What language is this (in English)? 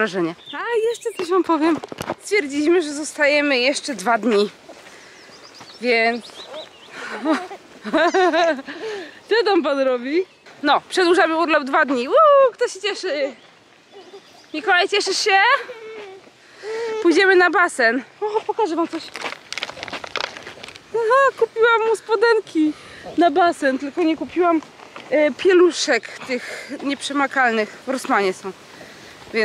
Polish